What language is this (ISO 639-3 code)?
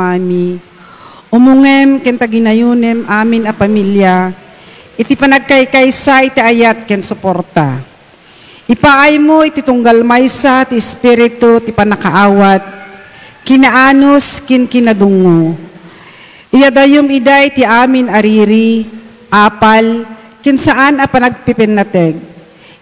ilo